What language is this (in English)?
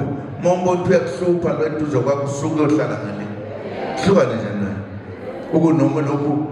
Zulu